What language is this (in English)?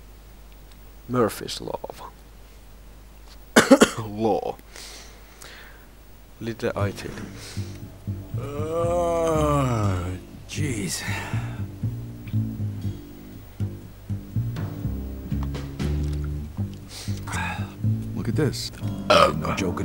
Finnish